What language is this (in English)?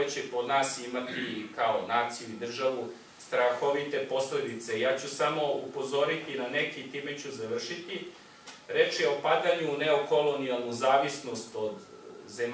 Serbian